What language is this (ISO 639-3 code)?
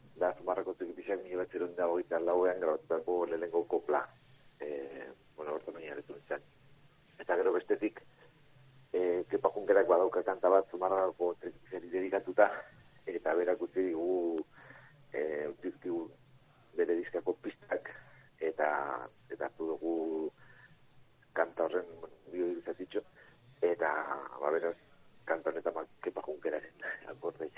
eus